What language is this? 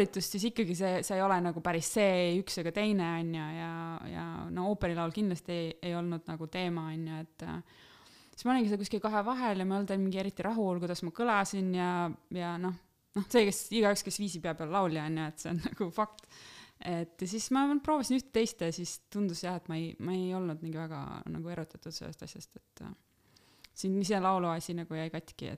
Estonian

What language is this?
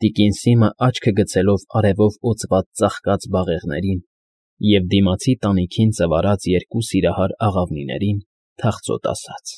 Armenian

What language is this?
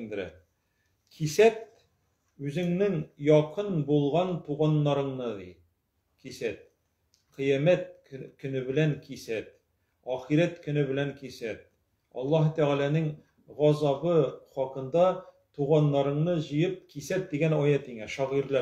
Tatar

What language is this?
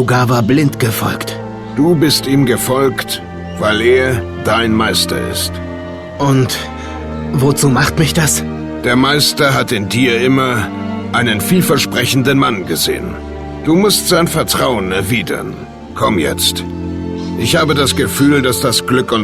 Bavarian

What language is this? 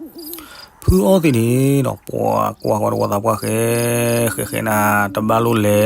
S'gaw Karen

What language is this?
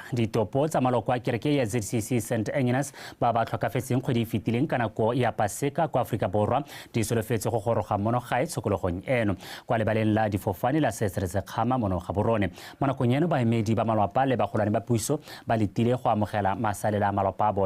Tswana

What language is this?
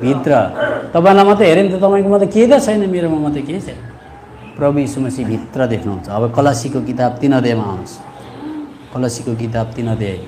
Nepali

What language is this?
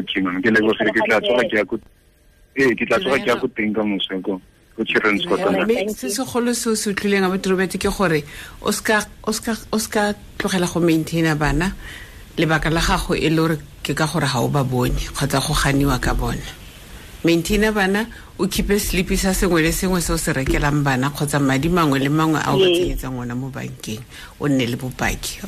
Tswana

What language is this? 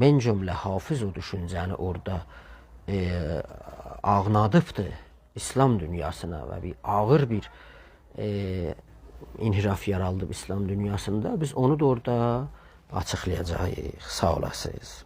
South Azerbaijani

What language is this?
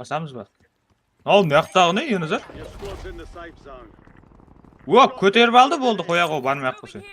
Kara-Kalpak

